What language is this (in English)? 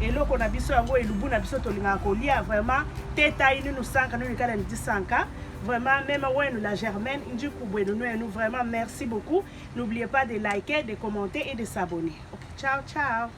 Lingala